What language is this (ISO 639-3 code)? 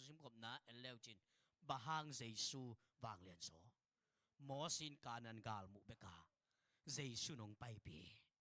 ctd